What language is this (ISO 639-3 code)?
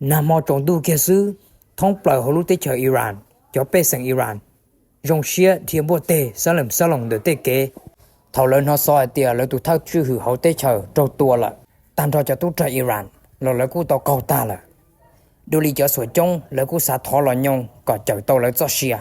hmn